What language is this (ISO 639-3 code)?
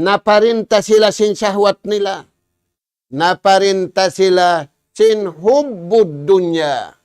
tsg